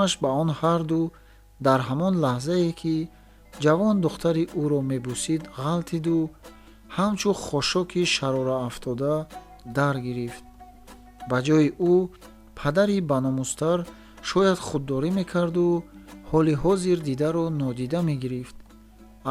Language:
Tajik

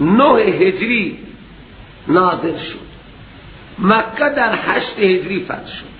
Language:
Persian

